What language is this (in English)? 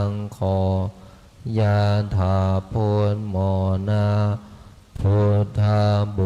Pali